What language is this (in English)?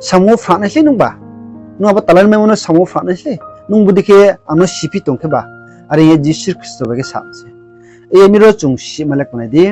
Riang (India)